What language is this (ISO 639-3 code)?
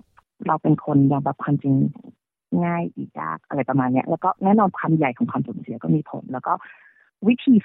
tha